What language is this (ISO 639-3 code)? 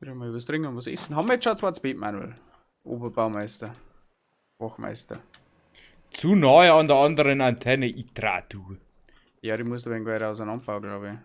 bar